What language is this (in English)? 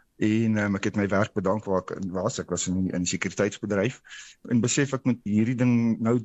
Afrikaans